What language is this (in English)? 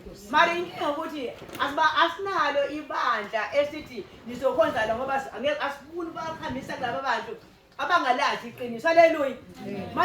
Zulu